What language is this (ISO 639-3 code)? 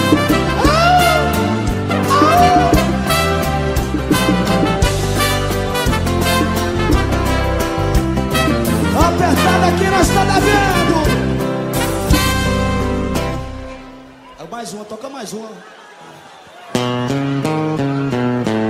por